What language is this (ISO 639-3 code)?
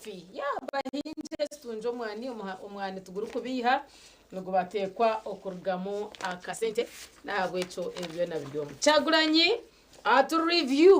nyn